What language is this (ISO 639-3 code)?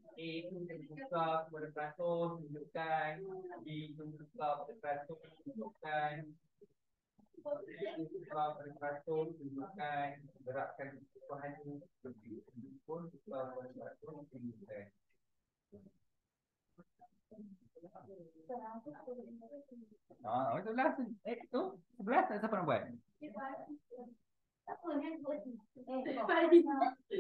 msa